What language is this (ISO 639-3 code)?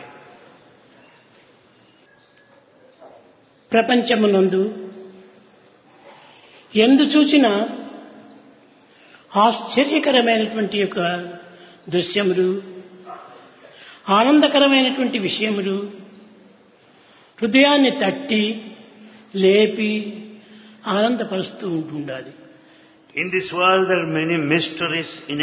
tel